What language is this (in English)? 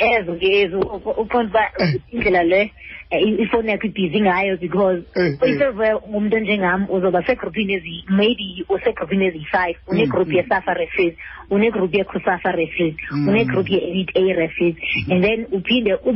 Xhosa